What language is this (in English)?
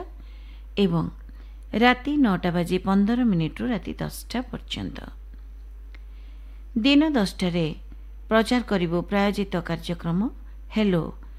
Odia